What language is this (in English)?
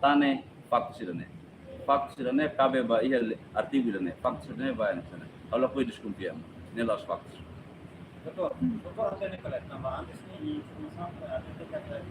Tetum